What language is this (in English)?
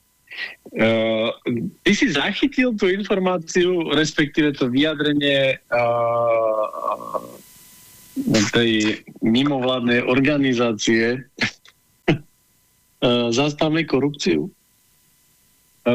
Slovak